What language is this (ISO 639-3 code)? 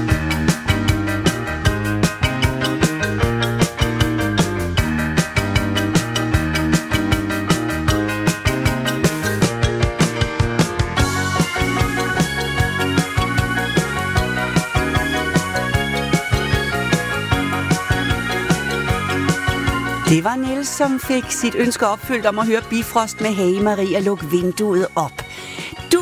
dan